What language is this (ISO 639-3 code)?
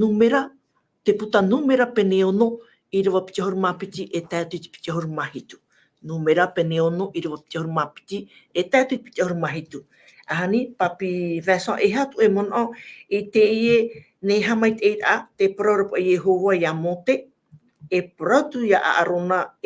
tah